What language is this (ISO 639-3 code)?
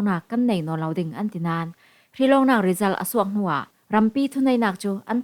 cfm